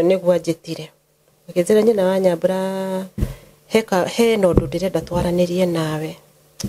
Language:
Kikuyu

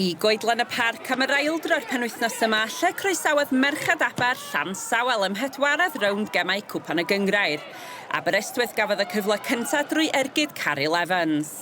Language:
Welsh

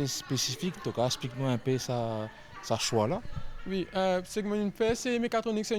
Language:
Morisyen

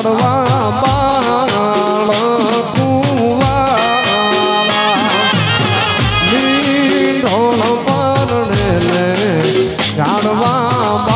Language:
Gujarati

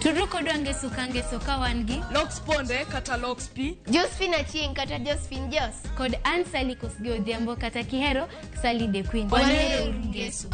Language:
Luo (Kenya and Tanzania)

